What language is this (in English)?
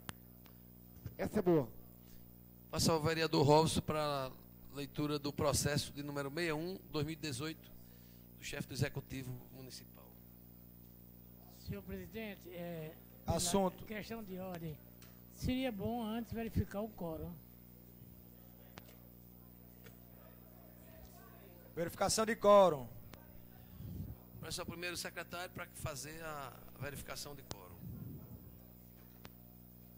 Portuguese